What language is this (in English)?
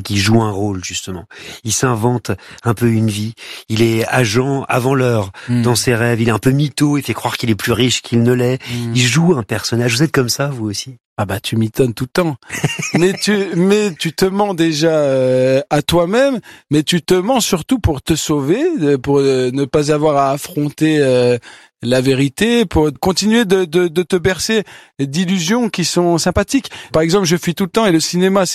French